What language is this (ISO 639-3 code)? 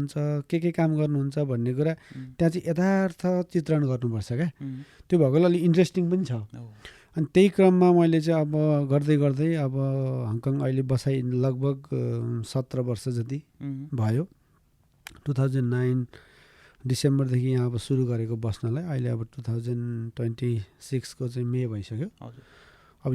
nep